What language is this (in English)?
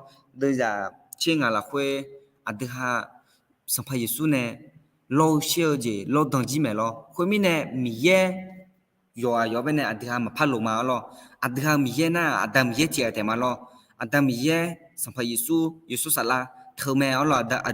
Akha